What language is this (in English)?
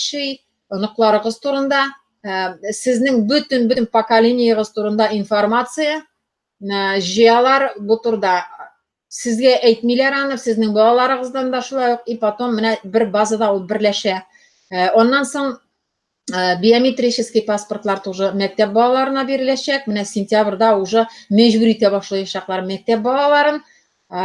Tatar